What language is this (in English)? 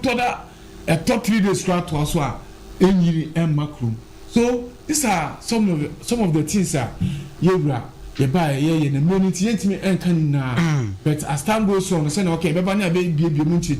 Akan